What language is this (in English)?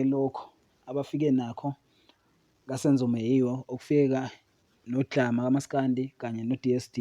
Zulu